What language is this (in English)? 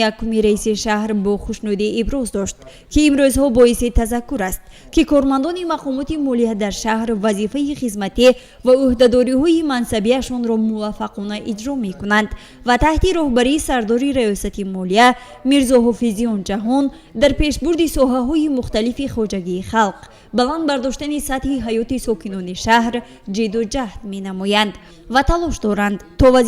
Tajik